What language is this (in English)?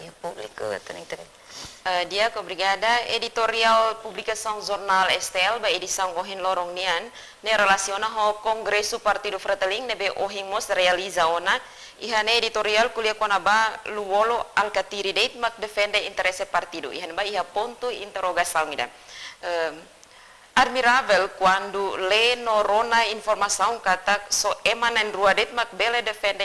Tetum